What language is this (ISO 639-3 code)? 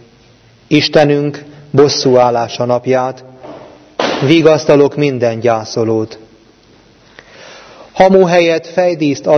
hun